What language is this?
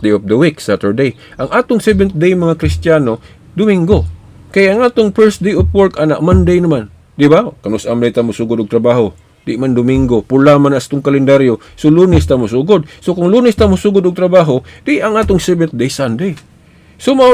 Cebuano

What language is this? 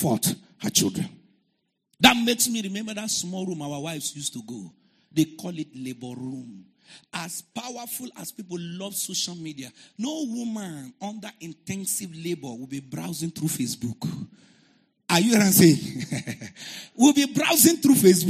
English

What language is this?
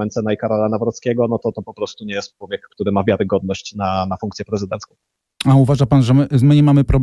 Polish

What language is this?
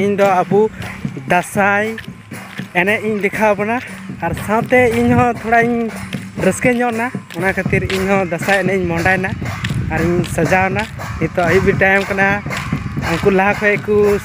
Santali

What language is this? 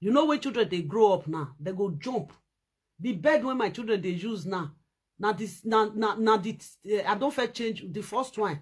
Nigerian Pidgin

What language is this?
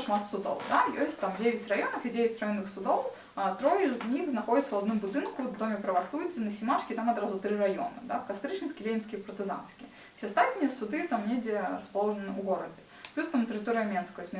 Belarusian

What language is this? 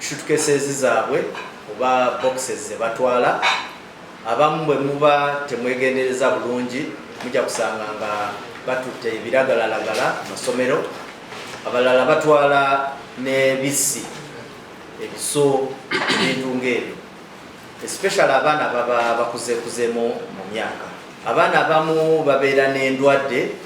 Ganda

